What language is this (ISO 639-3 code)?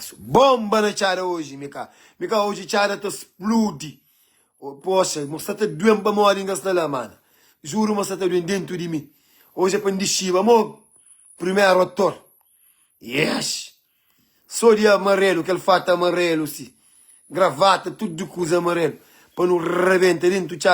kea